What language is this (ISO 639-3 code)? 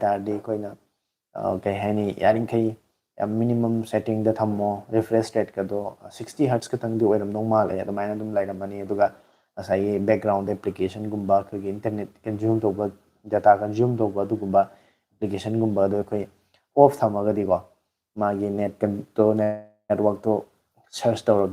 mni